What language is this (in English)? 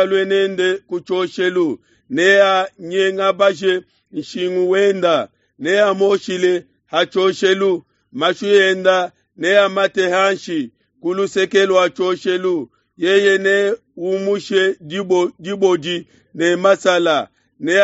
Luba-Lulua